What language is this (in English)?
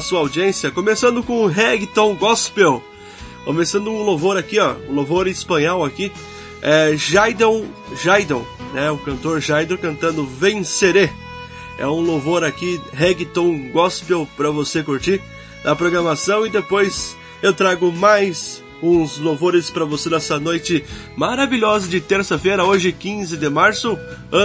Portuguese